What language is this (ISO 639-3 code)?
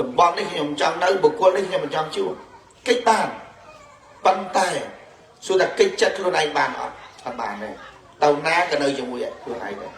khm